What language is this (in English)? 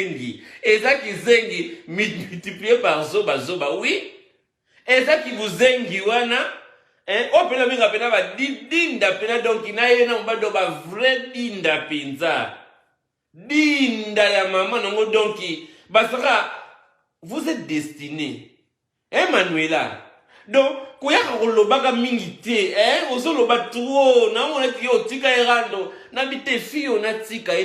Lingala